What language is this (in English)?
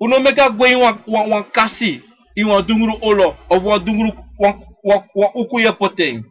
Sranan Tongo